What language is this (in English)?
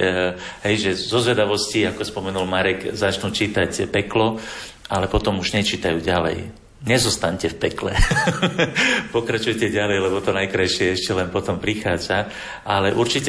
Slovak